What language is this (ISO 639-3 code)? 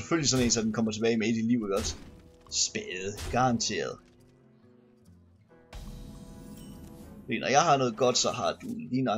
dan